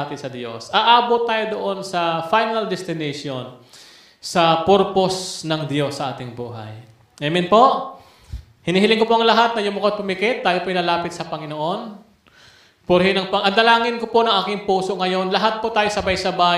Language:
Filipino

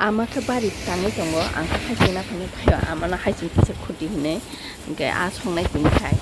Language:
Kok Borok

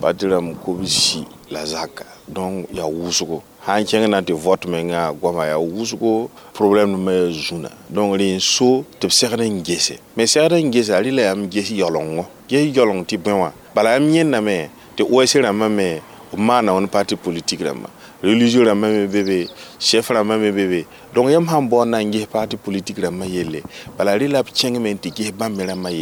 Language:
Mossi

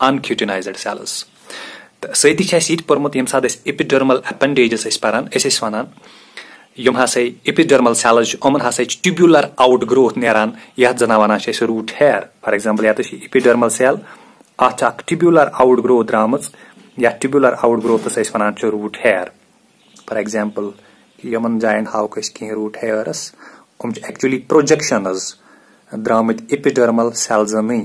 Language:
Kashmiri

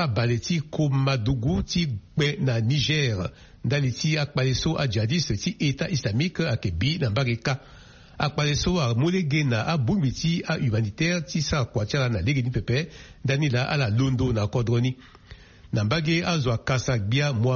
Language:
Sango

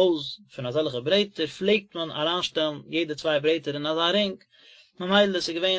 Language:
Yiddish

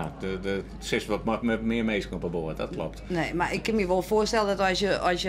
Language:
Western Frisian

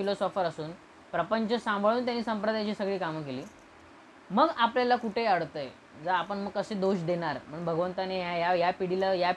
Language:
Marathi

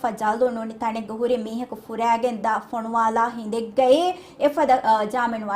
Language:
Divehi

